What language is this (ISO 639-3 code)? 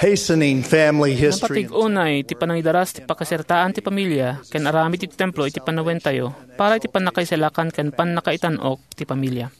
ilo